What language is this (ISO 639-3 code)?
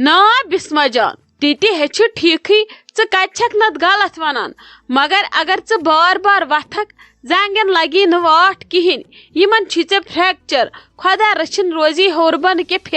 kas